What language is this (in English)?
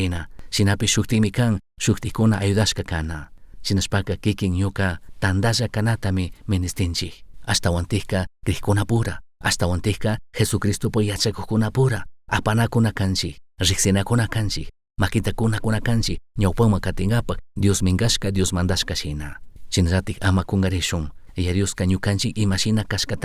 Chimborazo Highland Quichua